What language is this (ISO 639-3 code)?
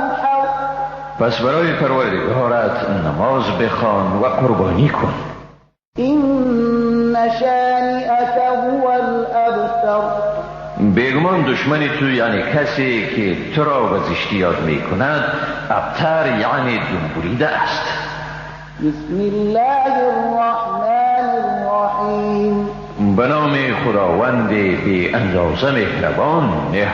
fas